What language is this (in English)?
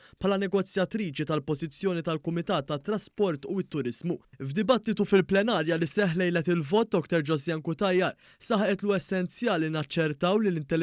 Maltese